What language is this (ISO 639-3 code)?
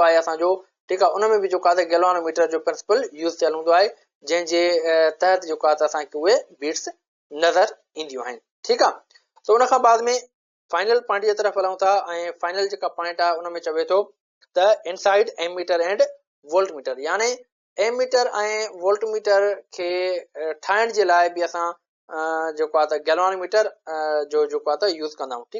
snd